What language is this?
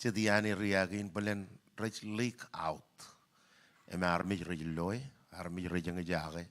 Marshallese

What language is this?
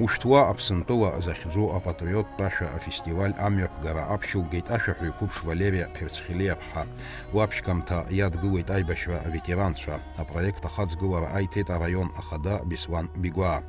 Abkhazian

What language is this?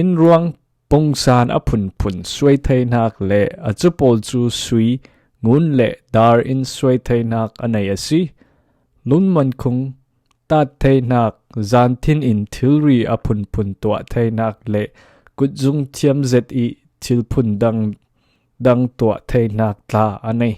Falam Chin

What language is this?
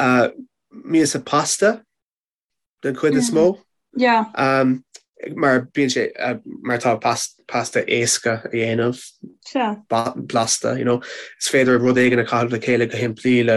Irish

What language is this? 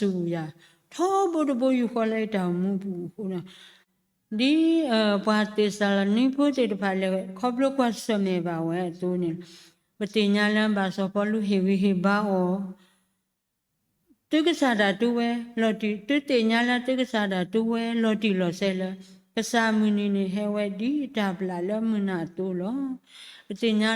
S'gaw Karen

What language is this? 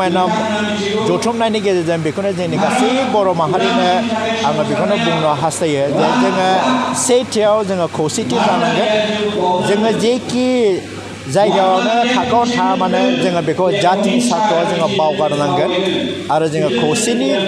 Bodo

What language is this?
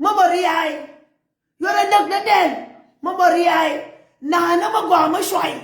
Nuer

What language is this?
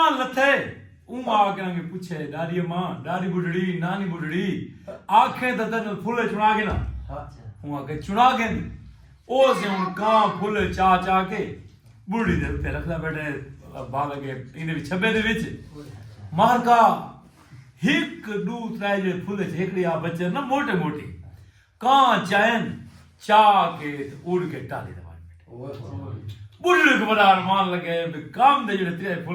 Saraiki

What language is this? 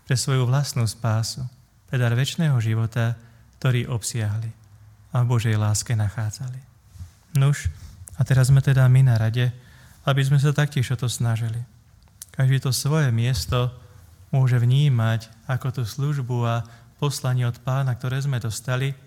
Slovak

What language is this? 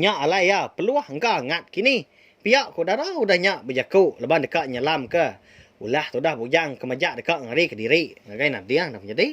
Iban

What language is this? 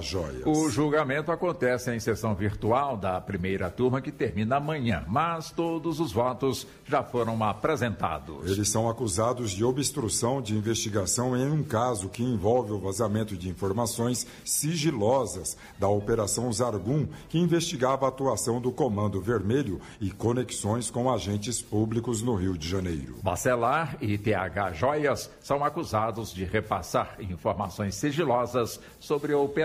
Portuguese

